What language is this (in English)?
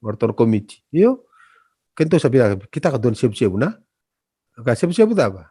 Fijian